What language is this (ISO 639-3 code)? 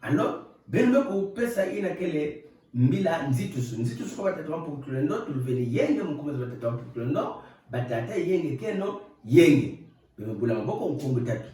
ktu